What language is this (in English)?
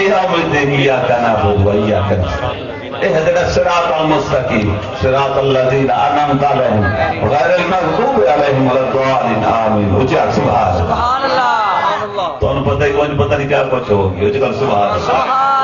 Saraiki